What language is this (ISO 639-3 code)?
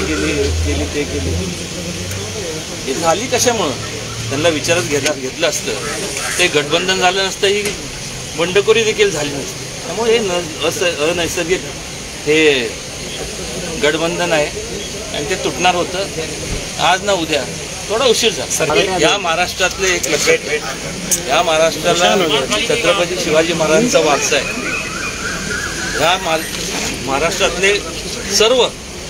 mar